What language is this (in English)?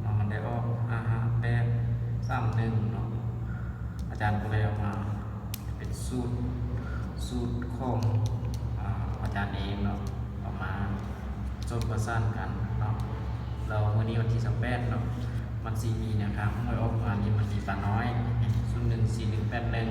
Lao